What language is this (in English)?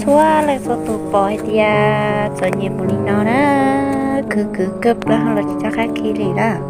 Hmong